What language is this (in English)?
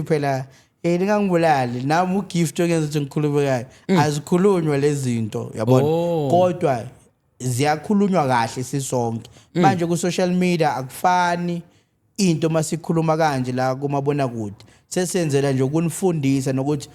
Zulu